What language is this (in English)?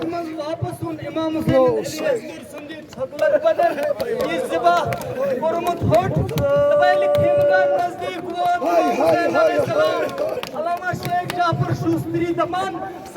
Kashmiri